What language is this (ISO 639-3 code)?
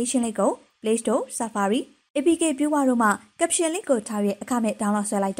mya